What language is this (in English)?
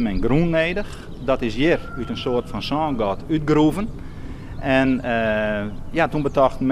Western Frisian